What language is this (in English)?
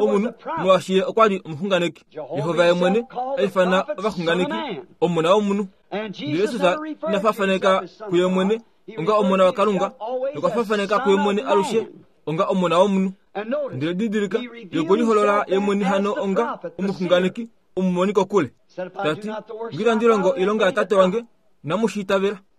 Kuanyama